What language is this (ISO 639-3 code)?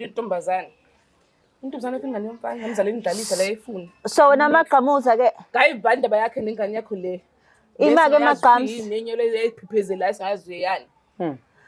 zul